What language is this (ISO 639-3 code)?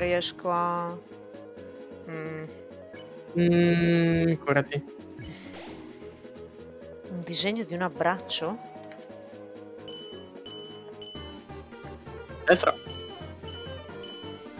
ita